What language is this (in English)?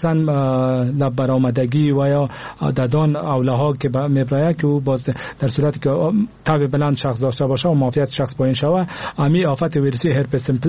Persian